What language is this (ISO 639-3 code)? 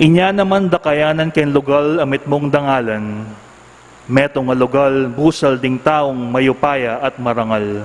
pam